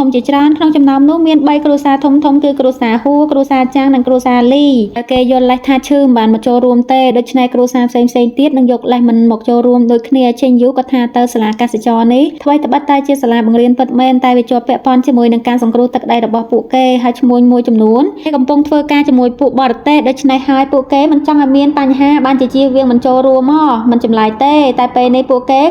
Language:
Khmer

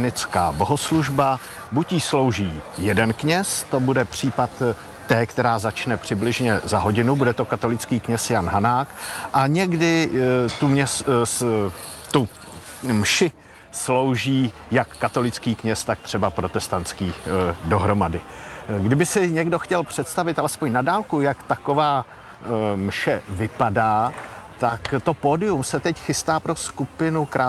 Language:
Czech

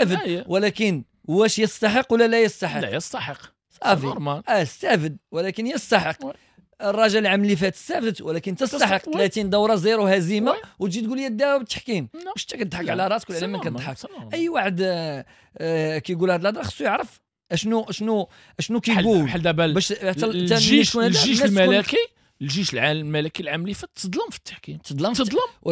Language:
Moroccan Arabic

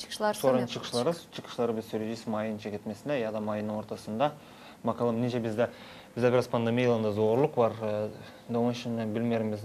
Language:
Gagauz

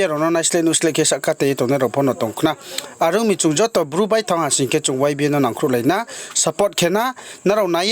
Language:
Riang (India)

